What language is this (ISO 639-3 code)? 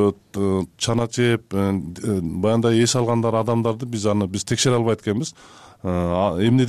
kir